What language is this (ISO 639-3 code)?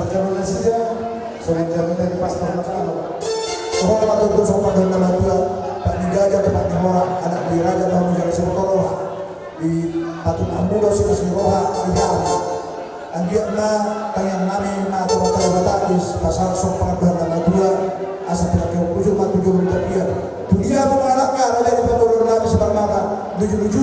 bbc